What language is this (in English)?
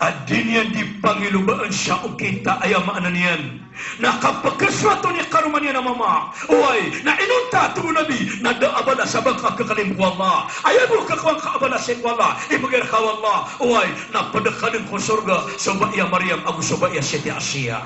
Maranao